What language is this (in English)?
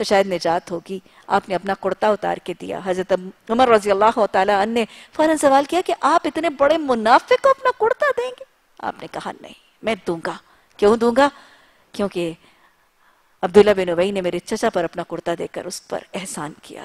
Urdu